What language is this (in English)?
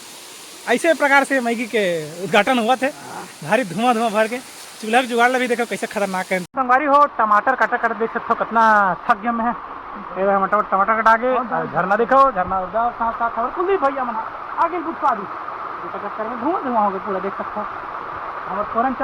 Chhattisgarhi